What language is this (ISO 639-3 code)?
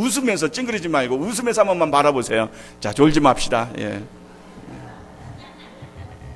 kor